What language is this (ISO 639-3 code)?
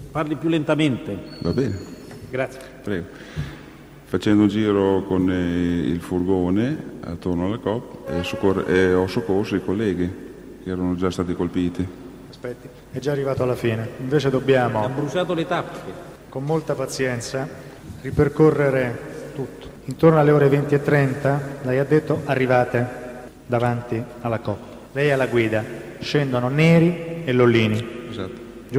ita